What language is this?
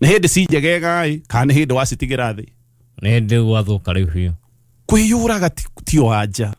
Kikuyu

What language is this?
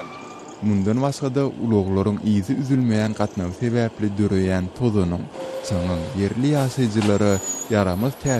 Turkmen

